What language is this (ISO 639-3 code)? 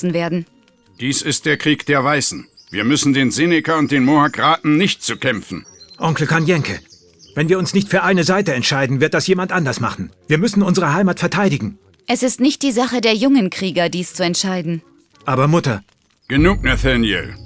bar